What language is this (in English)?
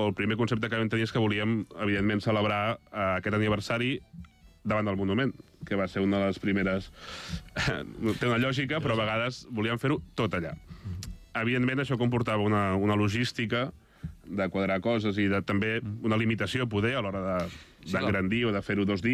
Catalan